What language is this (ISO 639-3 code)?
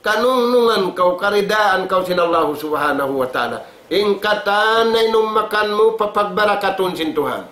tsg